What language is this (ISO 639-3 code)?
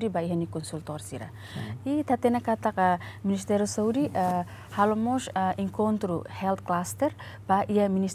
tet